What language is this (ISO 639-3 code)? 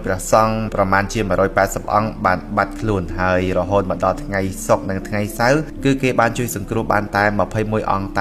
khm